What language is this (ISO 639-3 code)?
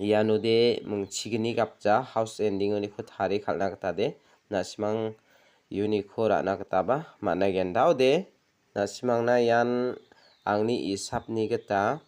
grt